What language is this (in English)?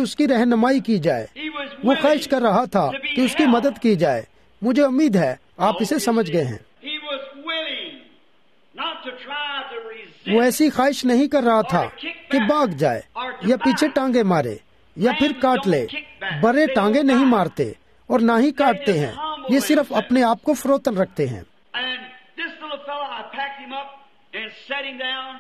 Urdu